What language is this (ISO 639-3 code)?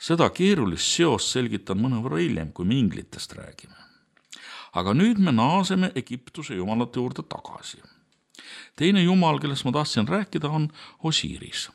est